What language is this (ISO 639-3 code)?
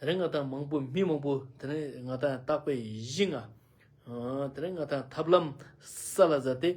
lbj